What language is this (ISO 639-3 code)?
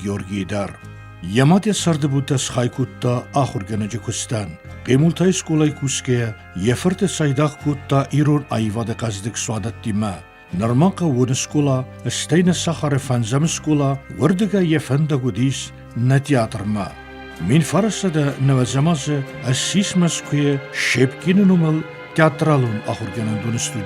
oss